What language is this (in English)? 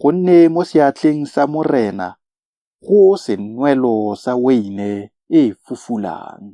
Tswana